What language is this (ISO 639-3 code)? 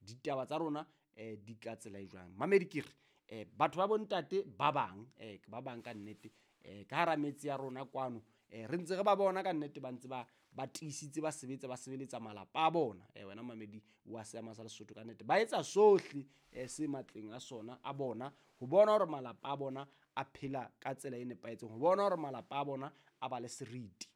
sot